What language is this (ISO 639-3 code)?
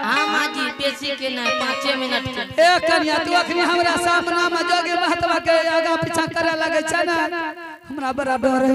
anp